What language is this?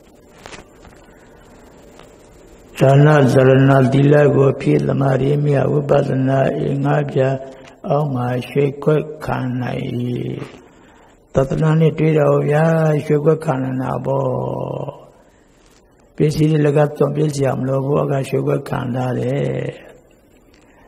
Burmese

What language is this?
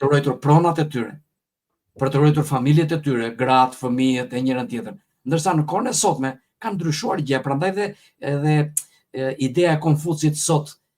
Albanian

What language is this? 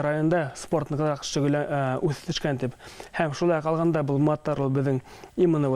Bashkir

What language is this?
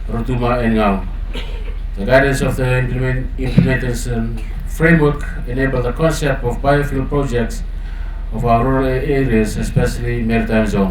Fijian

